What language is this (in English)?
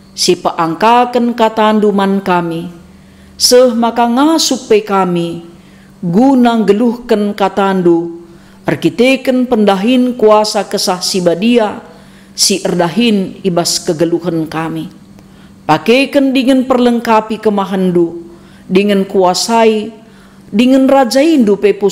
Batak Karo